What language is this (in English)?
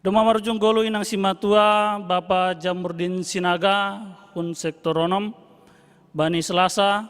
Batak Simalungun